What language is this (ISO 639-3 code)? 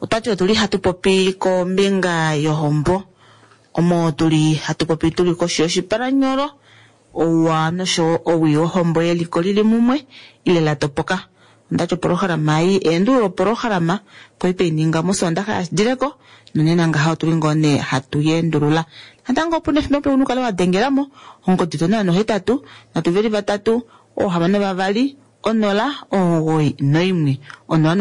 kua